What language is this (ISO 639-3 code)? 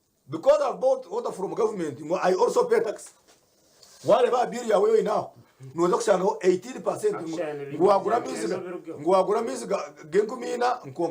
nyn